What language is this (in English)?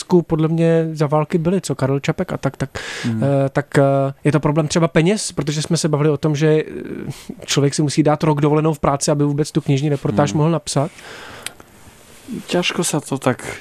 Czech